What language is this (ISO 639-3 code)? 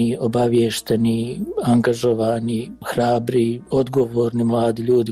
bos